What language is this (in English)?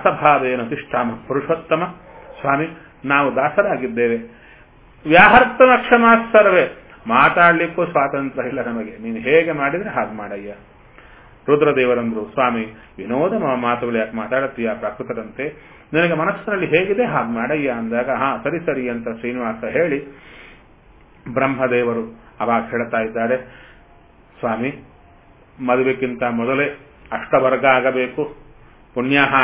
Kannada